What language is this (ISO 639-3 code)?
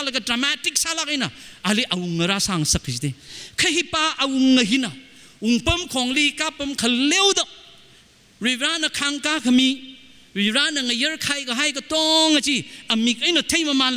nmf